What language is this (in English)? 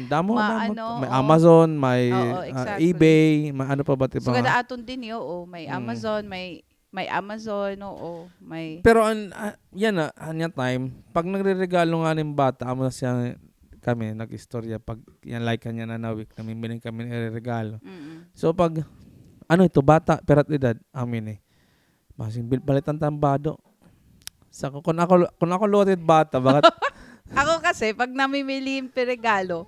Waray